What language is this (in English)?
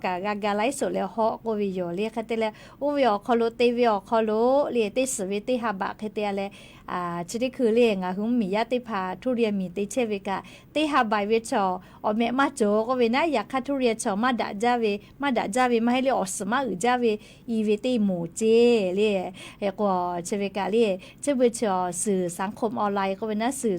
Lahu